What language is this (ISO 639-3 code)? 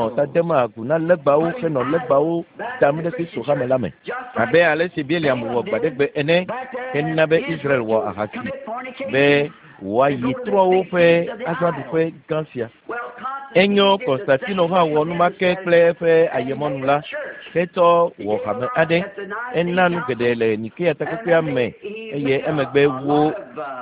ewe